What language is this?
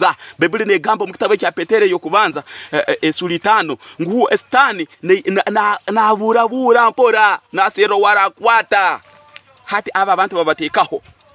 Tooro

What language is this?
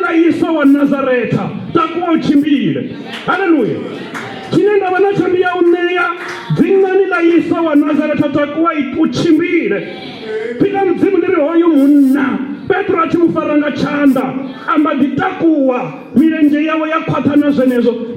Venda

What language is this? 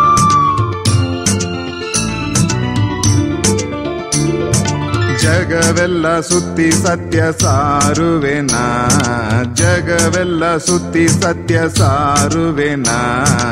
Kannada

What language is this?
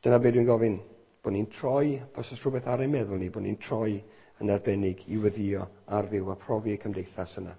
Welsh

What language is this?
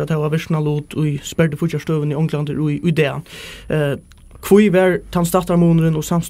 Faroese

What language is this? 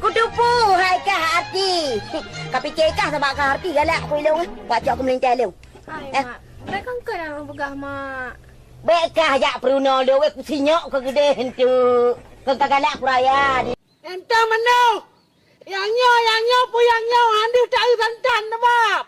Achinese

